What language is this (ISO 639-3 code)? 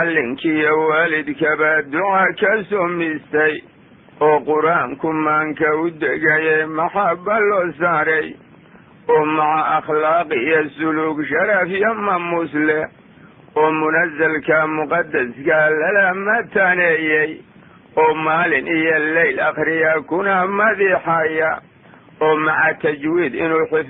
som